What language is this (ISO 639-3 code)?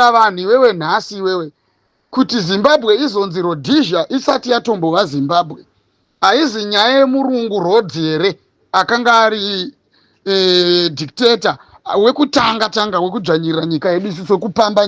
sna